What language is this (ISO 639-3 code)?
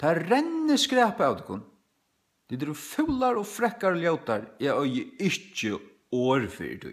fao